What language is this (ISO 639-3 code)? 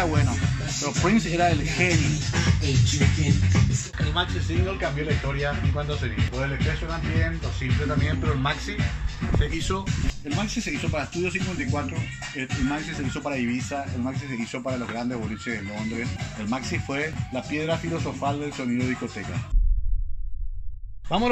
spa